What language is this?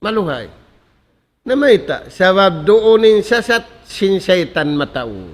Tausug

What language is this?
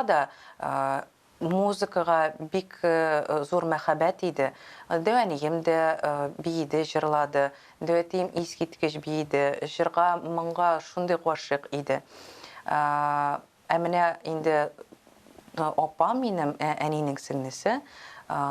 Tatar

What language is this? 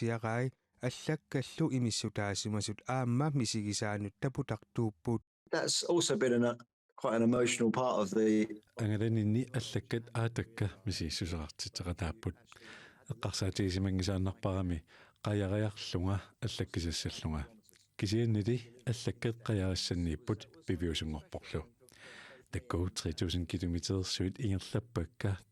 Kalaallisut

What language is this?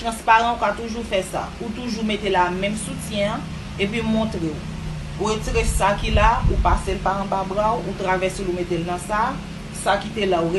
Haitian Creole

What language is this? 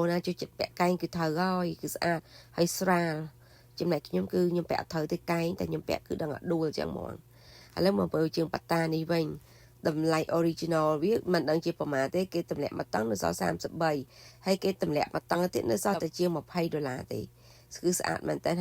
Khmer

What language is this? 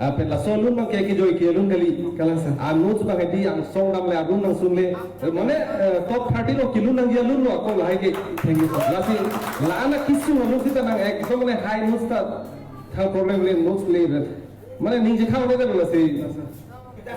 Karbi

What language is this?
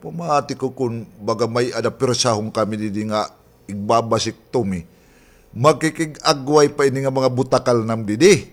Waray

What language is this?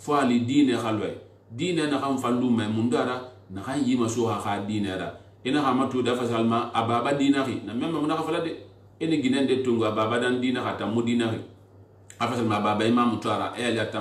Susu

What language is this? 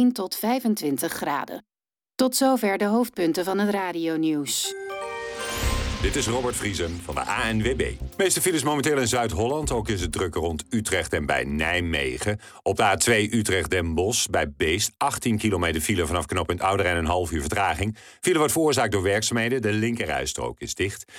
Dutch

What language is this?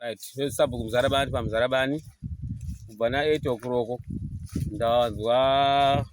Shona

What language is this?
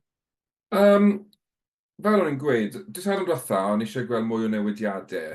Welsh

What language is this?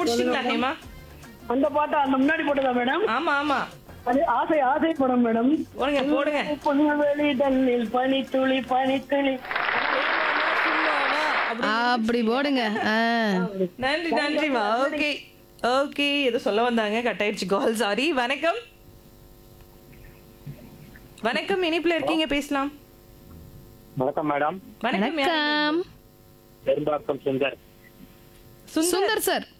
Tamil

